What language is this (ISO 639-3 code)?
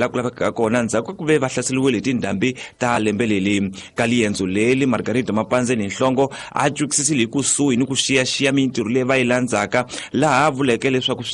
tso